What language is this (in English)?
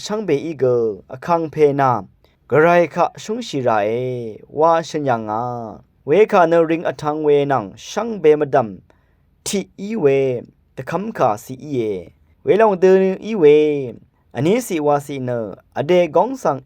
Rawang